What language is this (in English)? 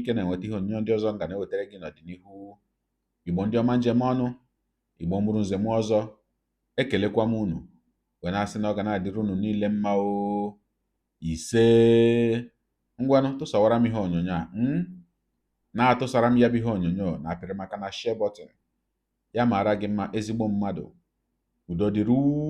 Igbo